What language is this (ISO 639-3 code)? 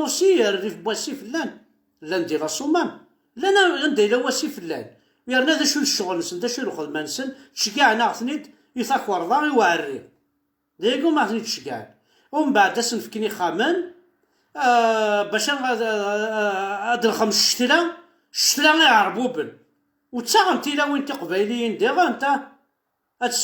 kab